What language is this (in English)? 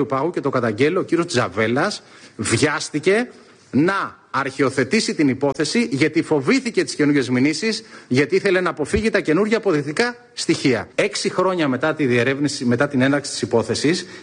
Greek